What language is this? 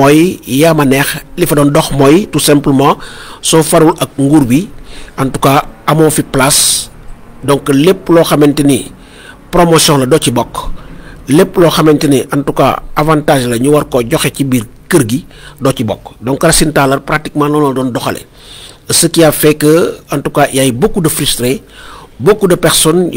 Wolof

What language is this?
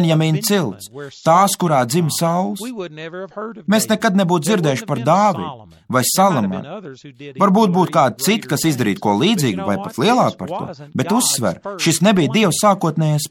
Latvian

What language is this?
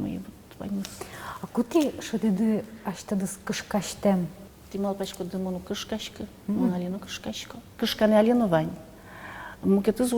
Udmurt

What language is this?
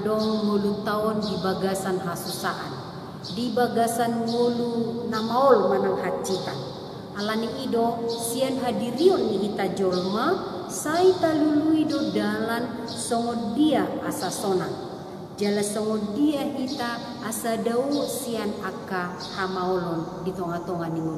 Batak Toba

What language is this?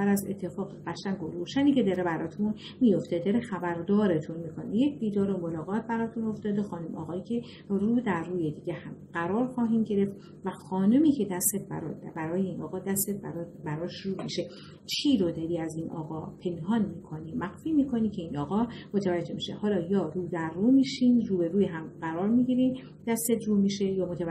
Persian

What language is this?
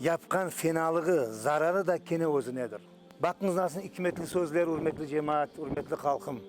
Crimean Tatar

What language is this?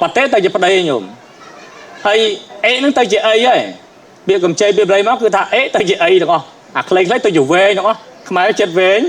Khmer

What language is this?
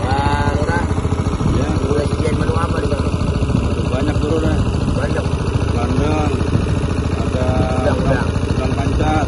Betawi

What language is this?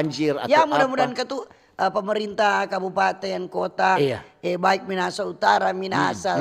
Manado Malay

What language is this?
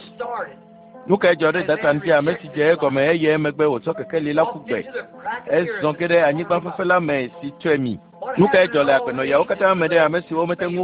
Ewe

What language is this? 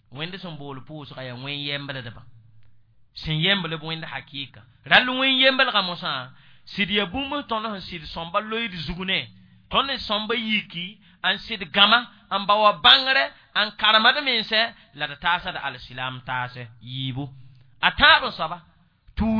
Mossi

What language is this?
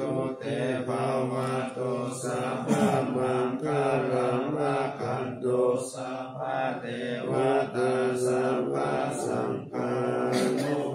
Pali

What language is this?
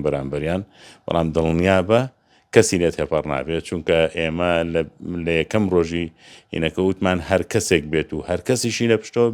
Central Kurdish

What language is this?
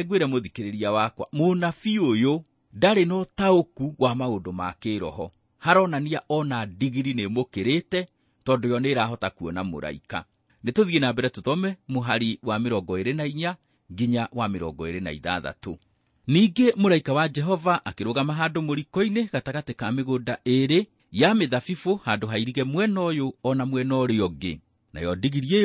Kikuyu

